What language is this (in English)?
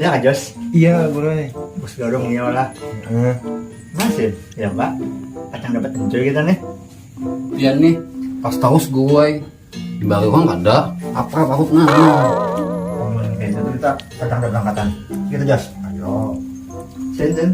Banjar